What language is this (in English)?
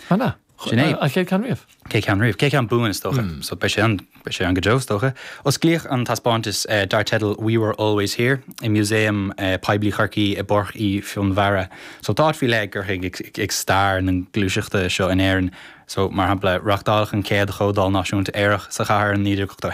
Irish